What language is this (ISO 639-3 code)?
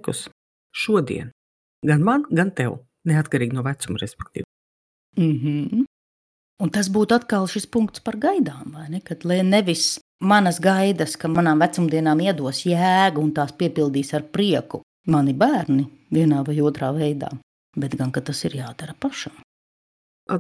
lav